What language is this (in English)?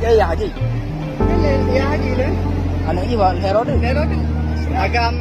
Achinese